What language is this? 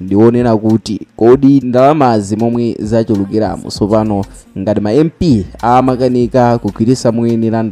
Nyanja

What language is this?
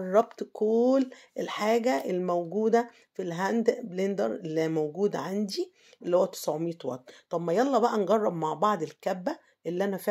Egyptian Arabic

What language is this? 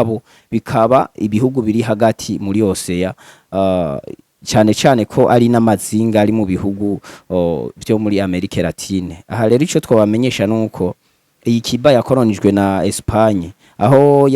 Rundi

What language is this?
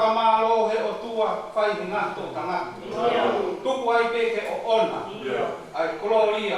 Tongan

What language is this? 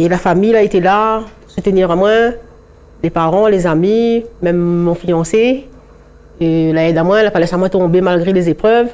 Réunion Creole French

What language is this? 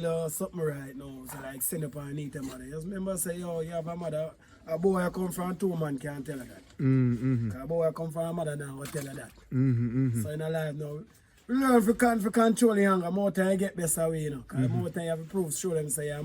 Jamaican Creole English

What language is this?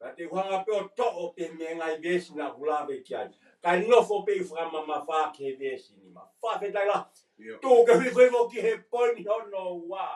Tongan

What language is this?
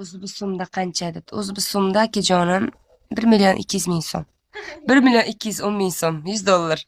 Uzbek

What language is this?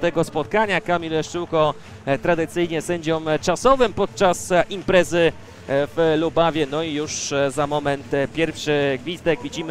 Polish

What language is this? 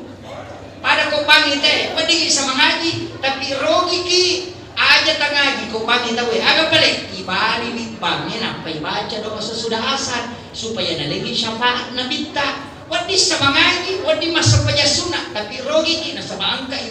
Buginese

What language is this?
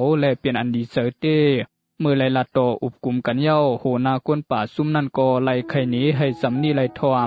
Shan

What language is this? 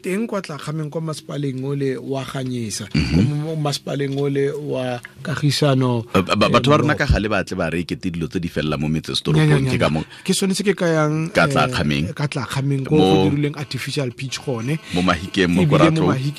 Tswana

